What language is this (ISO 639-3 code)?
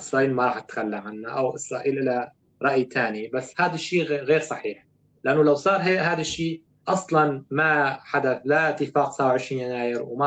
apc